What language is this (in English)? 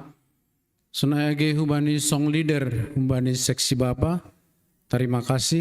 Batak Simalungun